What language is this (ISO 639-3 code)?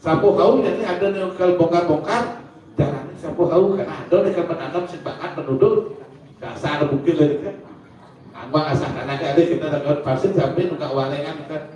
ban